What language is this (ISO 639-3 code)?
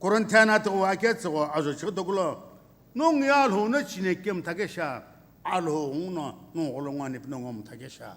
nsm